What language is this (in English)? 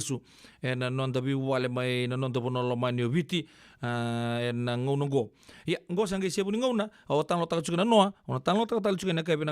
Fijian